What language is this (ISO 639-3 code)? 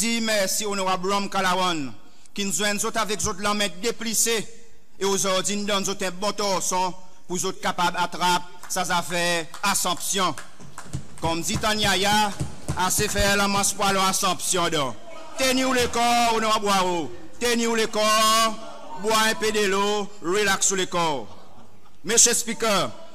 crs